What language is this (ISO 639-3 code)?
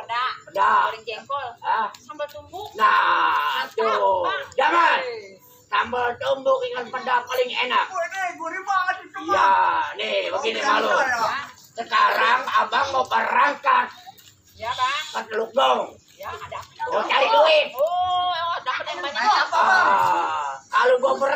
bew